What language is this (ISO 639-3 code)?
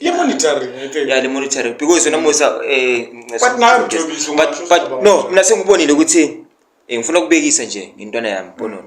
zul